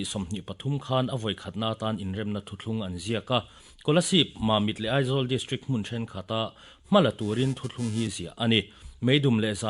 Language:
Mizo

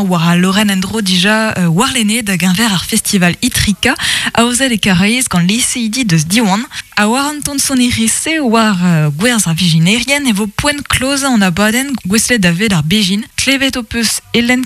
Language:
Breton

